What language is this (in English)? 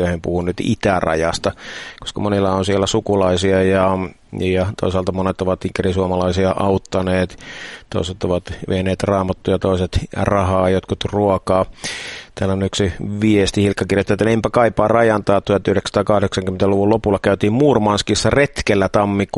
Finnish